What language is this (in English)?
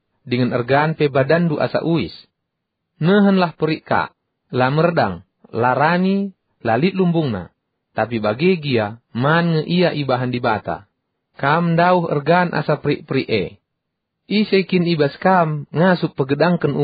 Batak Karo